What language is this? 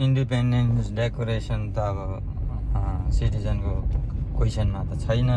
Nepali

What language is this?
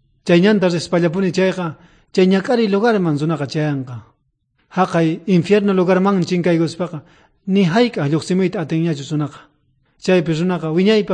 South Bolivian Quechua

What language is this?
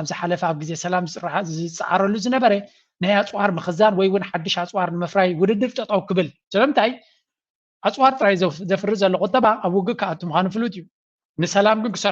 Tigrinya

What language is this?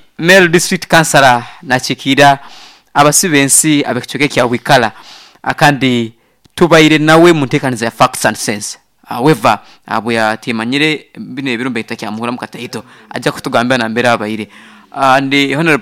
Nyoro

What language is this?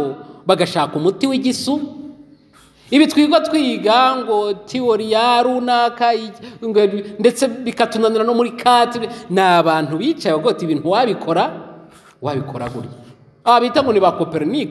Kinyarwanda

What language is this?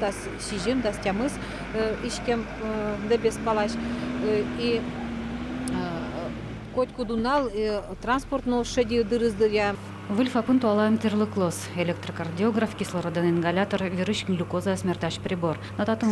Udmurt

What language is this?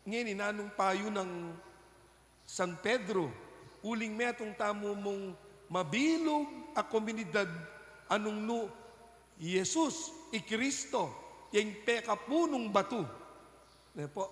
Pampanga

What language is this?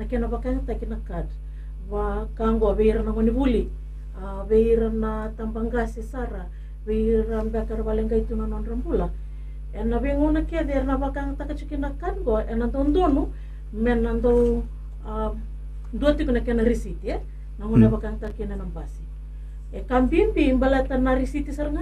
Fijian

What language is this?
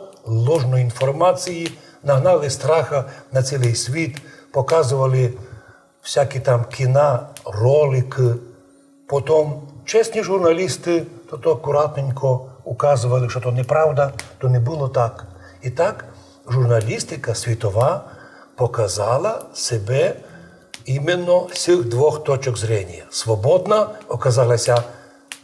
Rusyn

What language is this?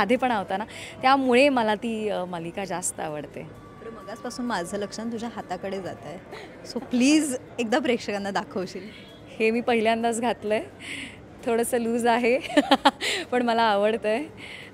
Marathi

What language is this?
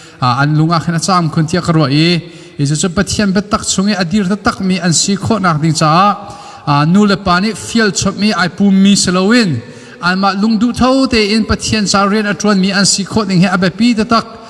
Hakha Chin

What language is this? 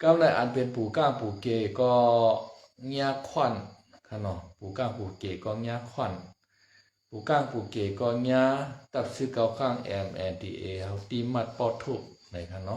Shan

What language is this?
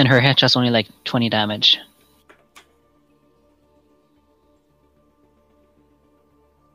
English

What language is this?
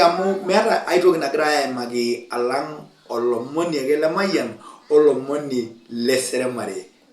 Masai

